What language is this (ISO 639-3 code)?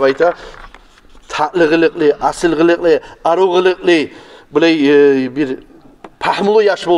kum